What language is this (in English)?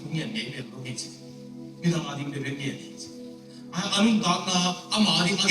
Tedim Chin